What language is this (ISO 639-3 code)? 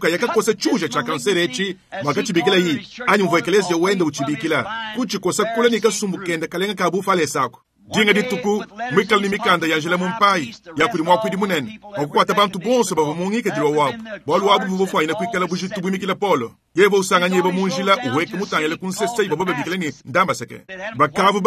lua